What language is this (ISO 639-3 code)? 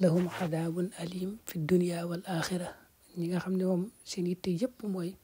wol